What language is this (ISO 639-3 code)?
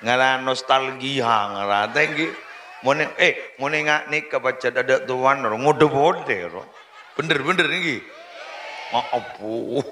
mad